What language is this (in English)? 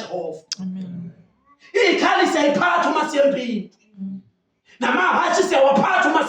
Zulu